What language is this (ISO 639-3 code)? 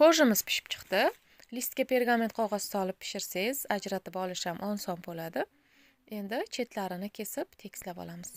uzb